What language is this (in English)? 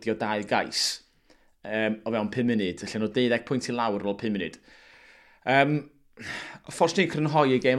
Welsh